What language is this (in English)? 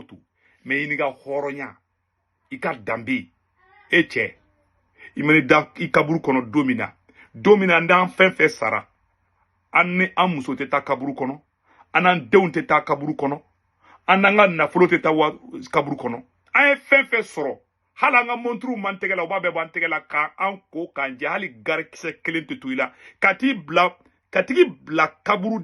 Bambara